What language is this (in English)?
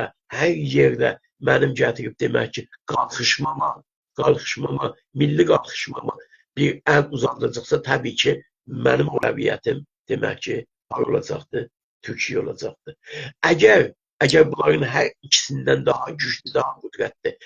South Azerbaijani